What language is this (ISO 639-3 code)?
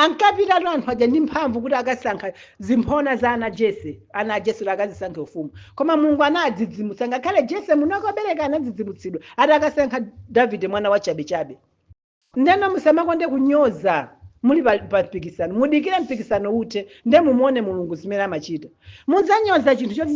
nya